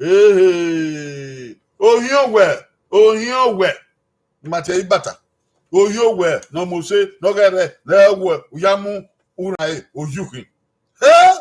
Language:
Bini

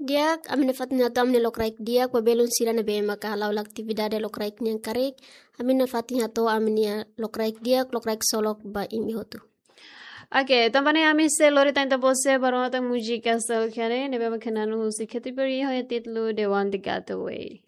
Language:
Tetum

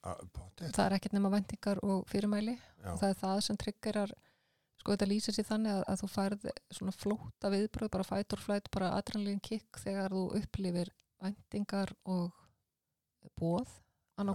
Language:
Icelandic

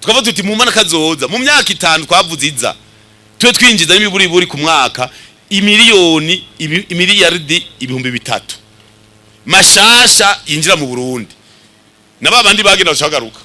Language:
Rundi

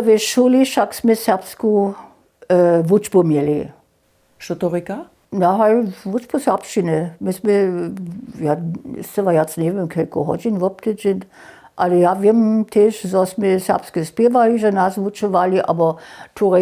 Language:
Upper Sorbian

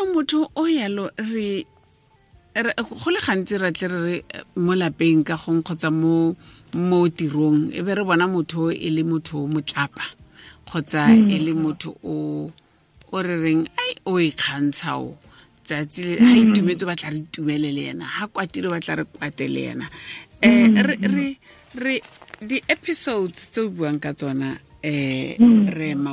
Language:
Tswana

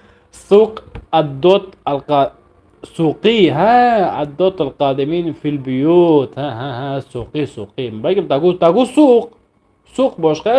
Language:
North Levantine Arabic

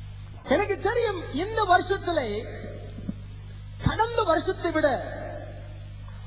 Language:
Tamil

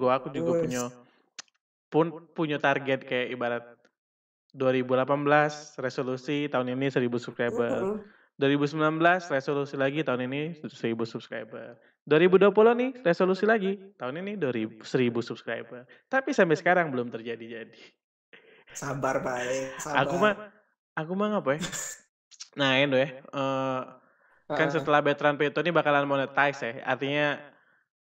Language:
Musi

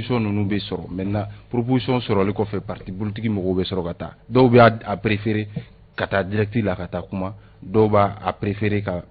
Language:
Bambara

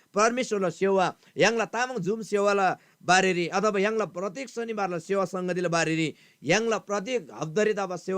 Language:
Eastern Tamang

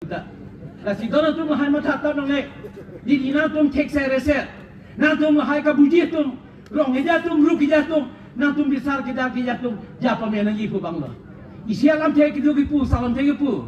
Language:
Karbi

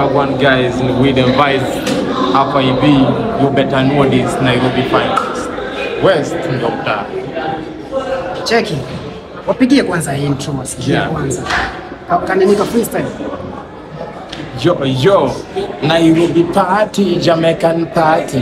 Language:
Swahili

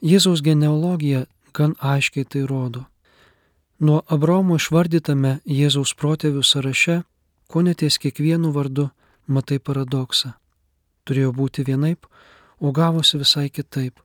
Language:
Lithuanian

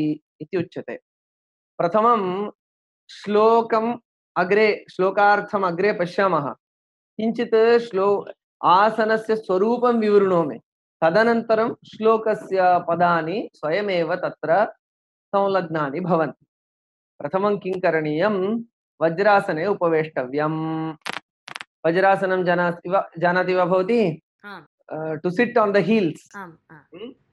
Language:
Sanskrit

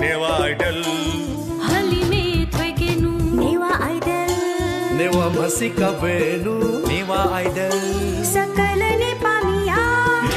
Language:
Newari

